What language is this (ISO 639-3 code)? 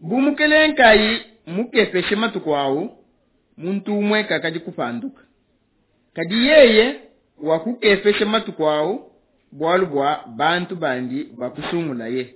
lua